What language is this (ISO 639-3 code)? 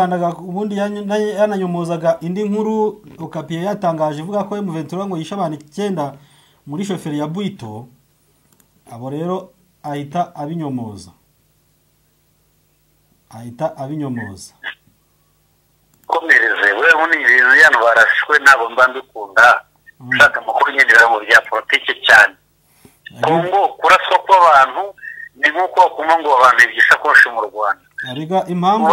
kin